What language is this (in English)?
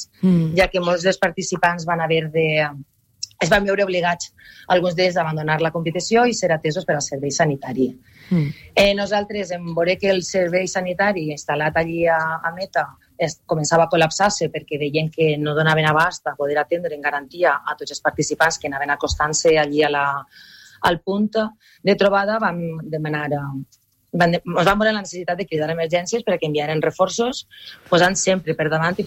Catalan